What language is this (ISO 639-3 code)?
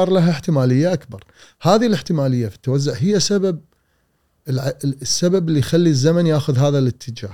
afb